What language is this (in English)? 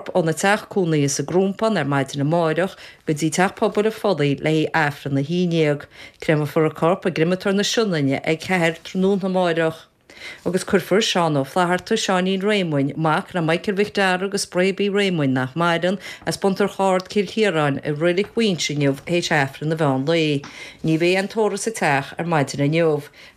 Irish